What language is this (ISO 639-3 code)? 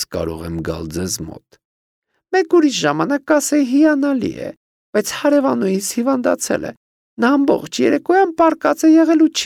hye